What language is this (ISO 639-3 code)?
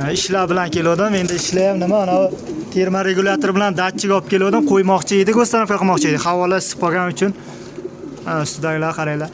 uzb